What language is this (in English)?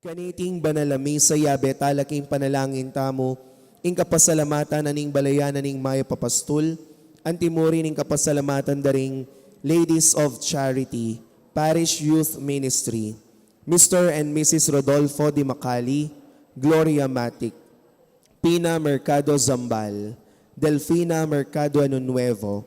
Pampanga